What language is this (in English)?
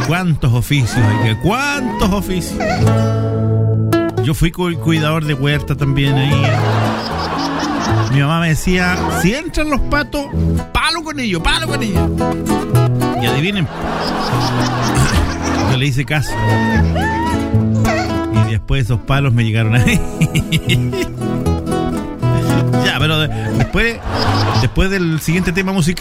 Spanish